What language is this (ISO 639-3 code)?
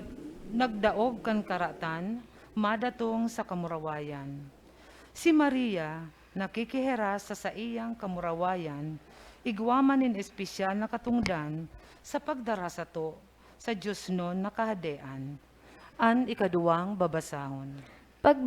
bik